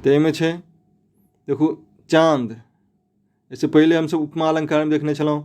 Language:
Maithili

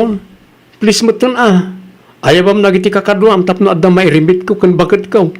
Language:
Iloko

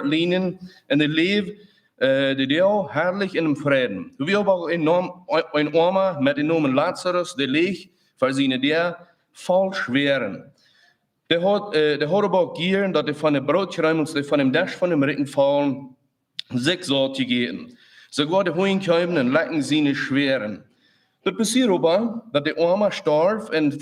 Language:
Plautdietsch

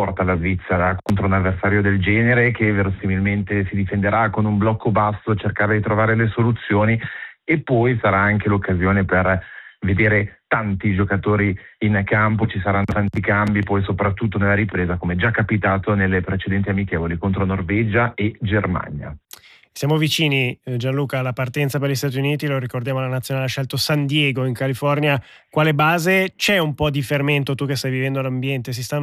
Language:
Italian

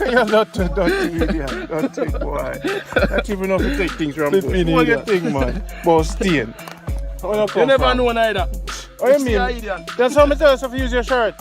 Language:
Jamaican Creole English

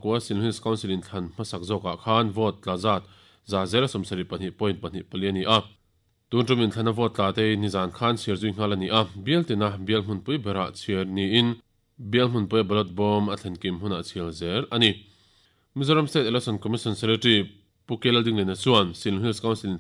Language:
Mizo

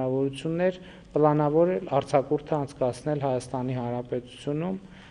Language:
Armenian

